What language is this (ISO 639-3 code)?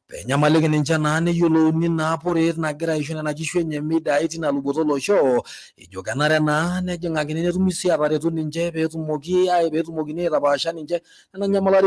mas